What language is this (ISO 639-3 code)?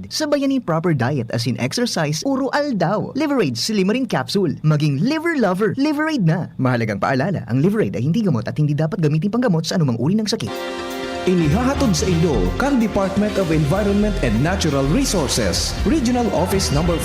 bik